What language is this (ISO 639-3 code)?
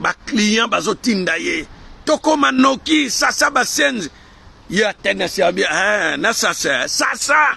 lin